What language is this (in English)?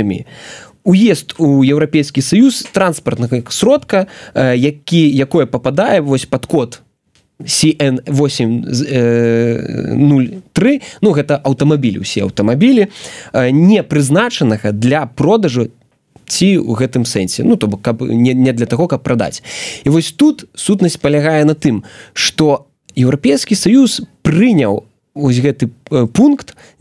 Belarusian